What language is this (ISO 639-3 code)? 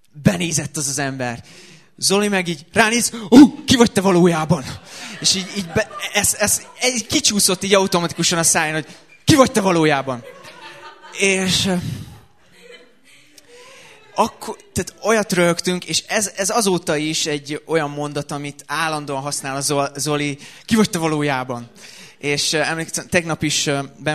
hun